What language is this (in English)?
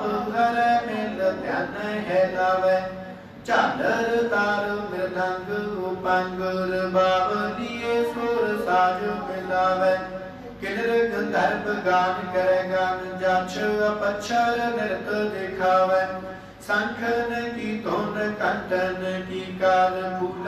Punjabi